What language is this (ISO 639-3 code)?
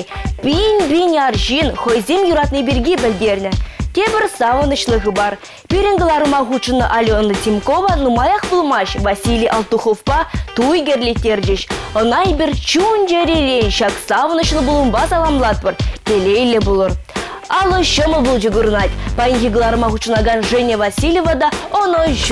chv